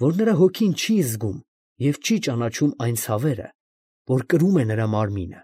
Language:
Armenian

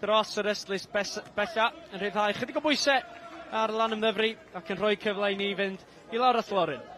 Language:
Welsh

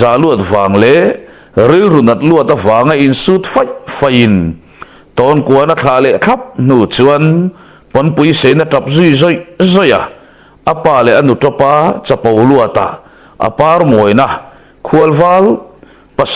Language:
Mizo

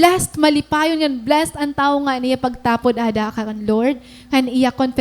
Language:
Waray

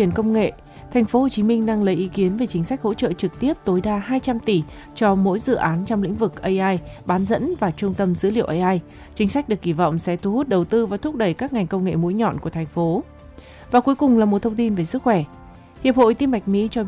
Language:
Vietnamese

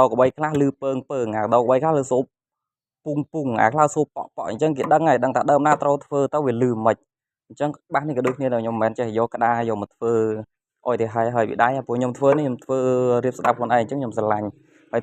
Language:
Khmer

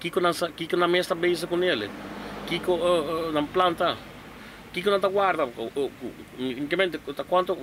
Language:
Papiamento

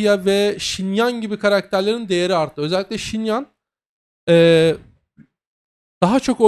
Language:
Turkish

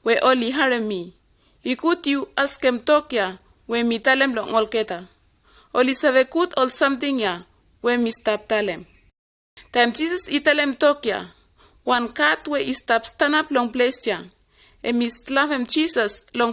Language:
Bislama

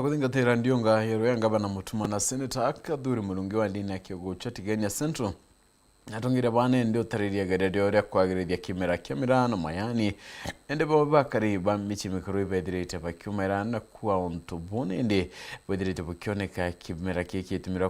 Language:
Meru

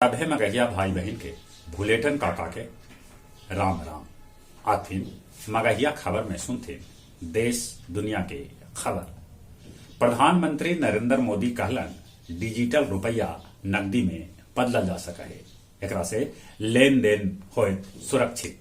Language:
Magahi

